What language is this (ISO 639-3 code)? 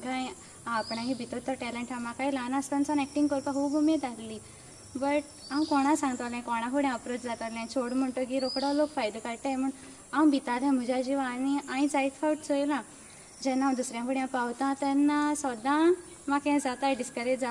kok